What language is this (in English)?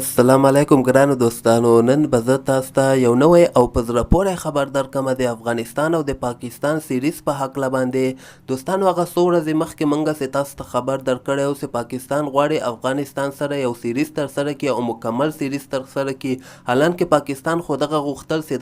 Pashto